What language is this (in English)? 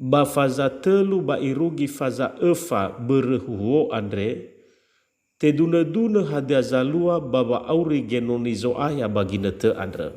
Nias